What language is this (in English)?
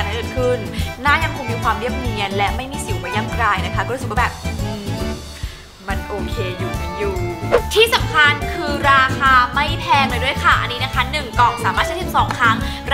Thai